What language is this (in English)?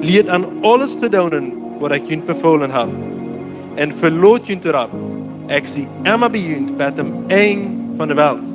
Plautdietsch